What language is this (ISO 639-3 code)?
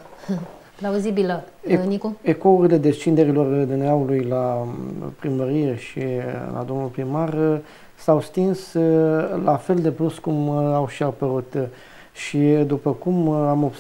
ron